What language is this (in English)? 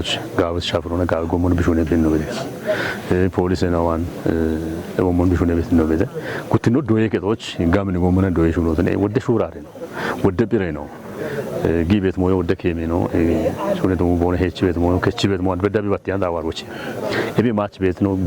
Kafa